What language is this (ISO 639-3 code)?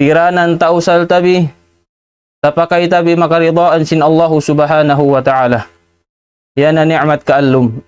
tsg